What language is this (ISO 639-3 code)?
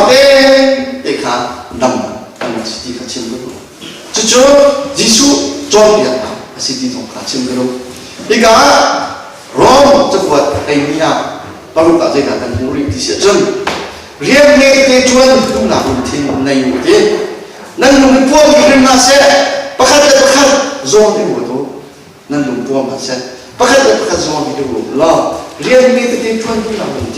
cnh